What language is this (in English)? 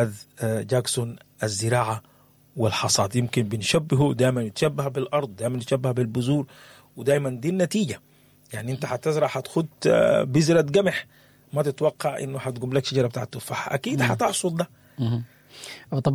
Sudanese Arabic